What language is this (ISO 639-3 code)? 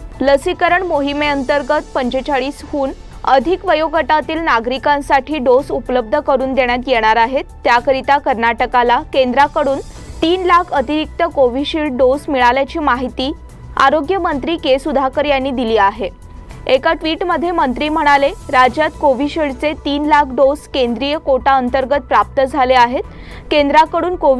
mar